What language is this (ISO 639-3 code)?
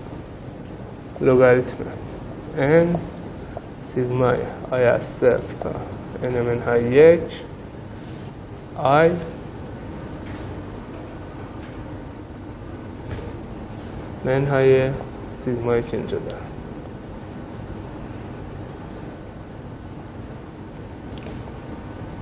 fas